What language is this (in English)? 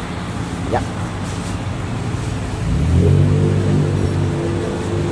Malay